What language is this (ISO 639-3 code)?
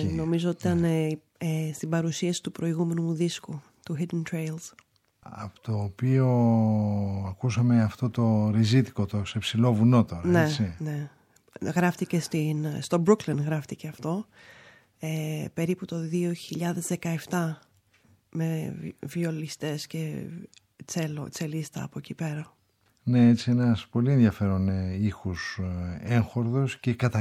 ell